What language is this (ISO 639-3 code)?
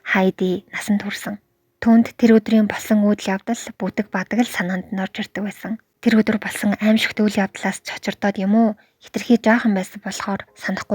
mon